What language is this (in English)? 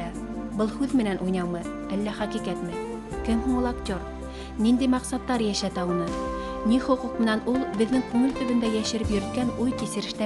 Bashkir